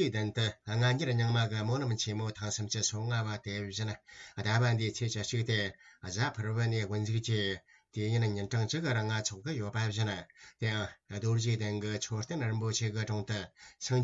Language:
Tibetan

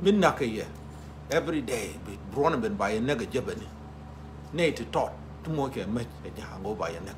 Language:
Nuer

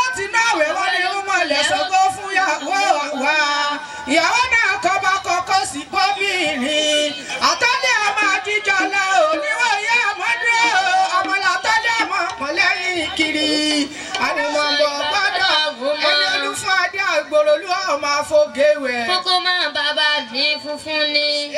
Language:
Yoruba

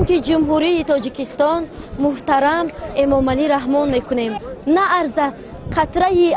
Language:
Tajik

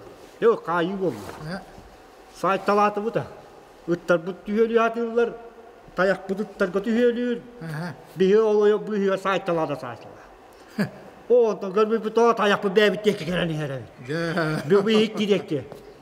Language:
Yakut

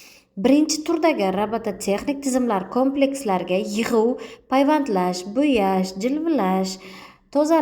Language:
Uzbek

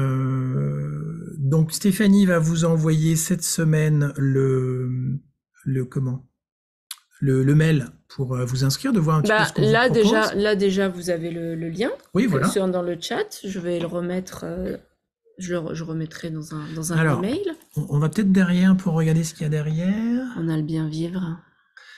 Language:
French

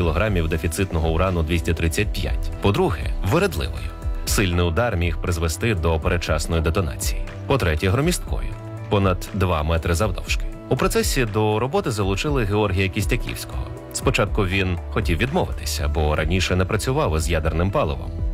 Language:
Ukrainian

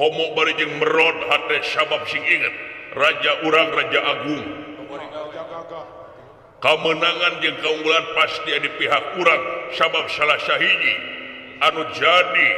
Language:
Sundanese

